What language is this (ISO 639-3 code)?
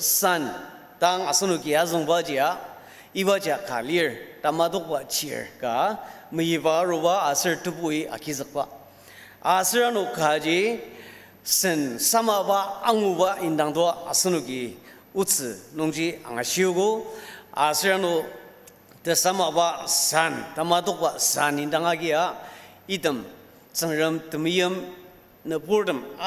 njo